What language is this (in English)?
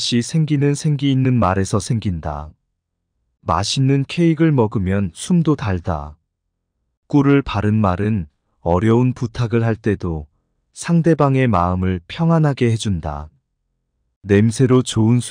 Korean